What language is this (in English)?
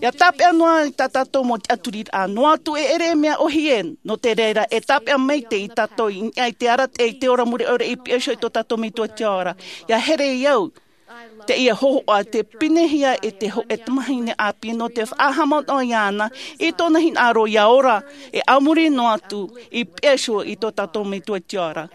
Tahitian